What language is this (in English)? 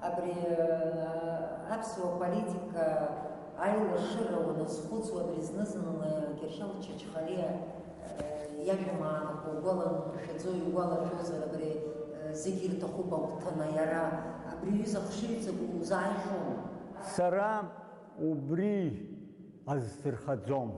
Abkhazian